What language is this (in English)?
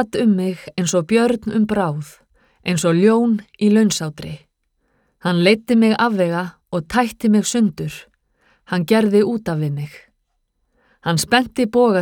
Icelandic